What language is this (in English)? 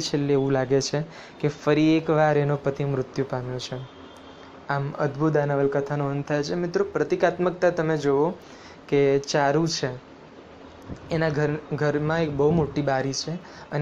Gujarati